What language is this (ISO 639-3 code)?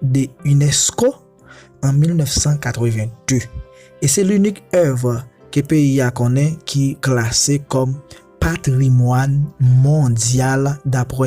hat